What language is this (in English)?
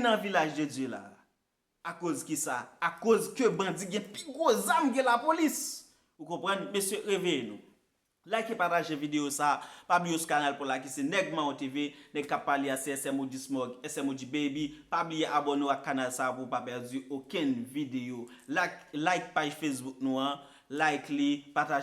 Haitian Creole